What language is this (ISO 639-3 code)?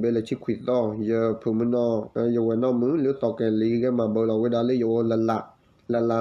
ksw